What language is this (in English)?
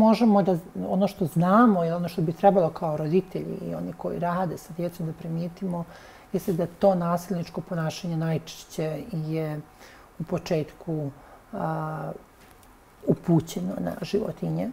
Bosnian